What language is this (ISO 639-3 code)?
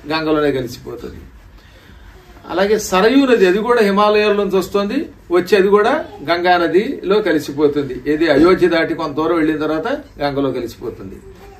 tel